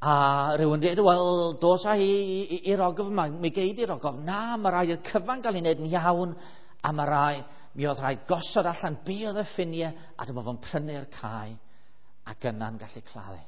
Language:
Welsh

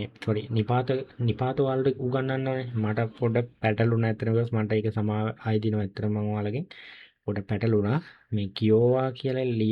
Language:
Sinhala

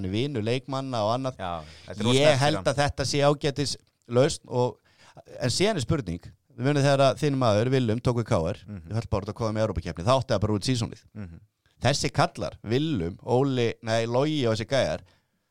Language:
Icelandic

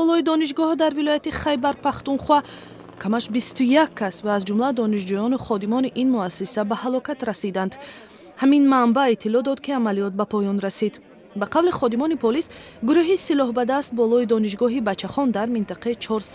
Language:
Tajik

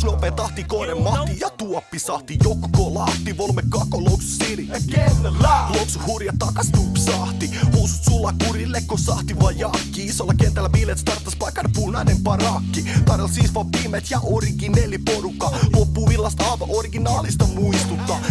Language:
Finnish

